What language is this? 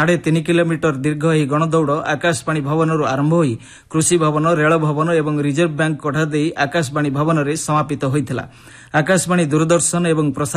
Odia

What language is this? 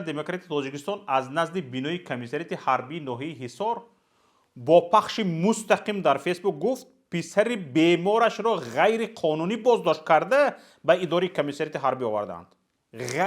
Tajik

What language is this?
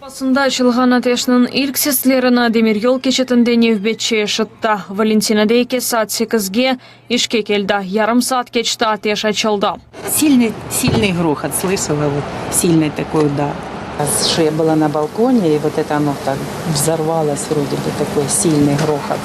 Crimean Tatar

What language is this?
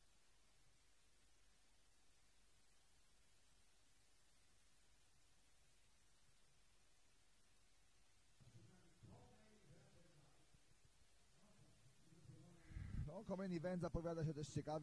Polish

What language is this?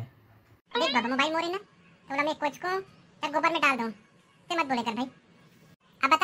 Chhattisgarhi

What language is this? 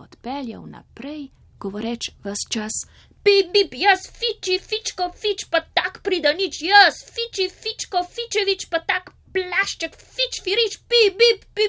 Slovenian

